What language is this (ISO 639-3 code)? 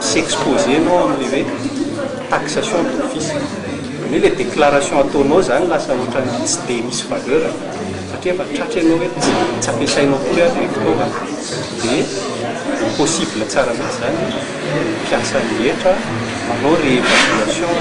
mlg